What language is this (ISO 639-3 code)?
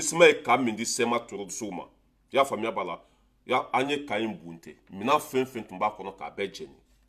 bam